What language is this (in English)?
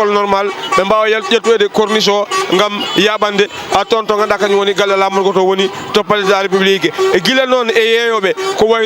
Fula